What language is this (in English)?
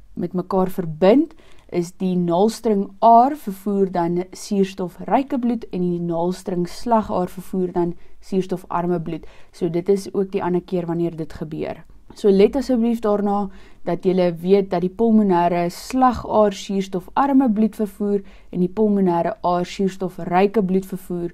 Afrikaans